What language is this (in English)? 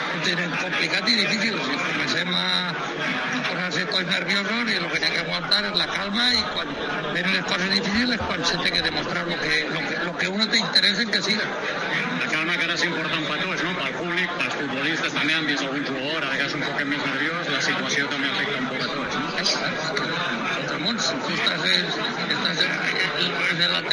Catalan